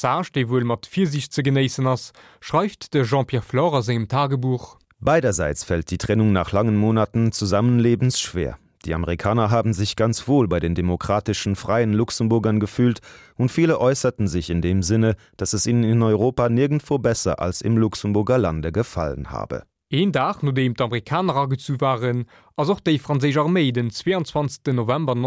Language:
Luxembourgish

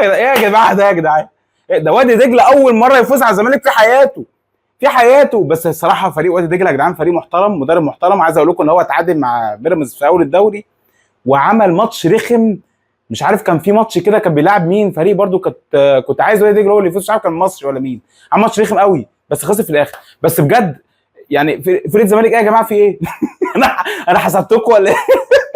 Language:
Egyptian Arabic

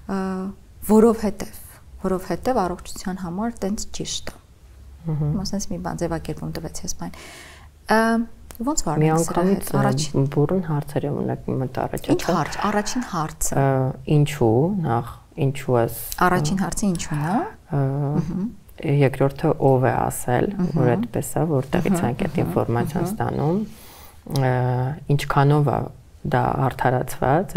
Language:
Armenian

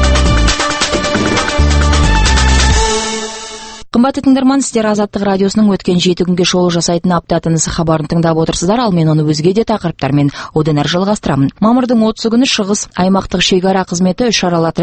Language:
Kazakh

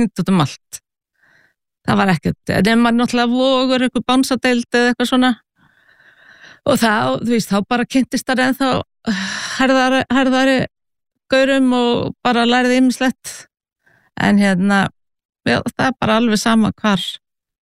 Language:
Icelandic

